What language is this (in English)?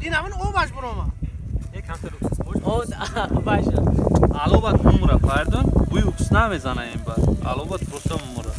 Tajik